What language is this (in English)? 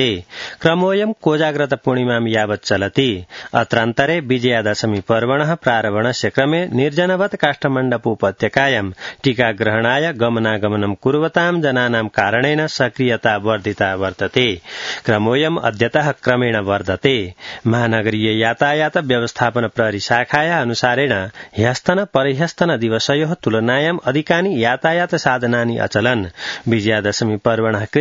Sanskrit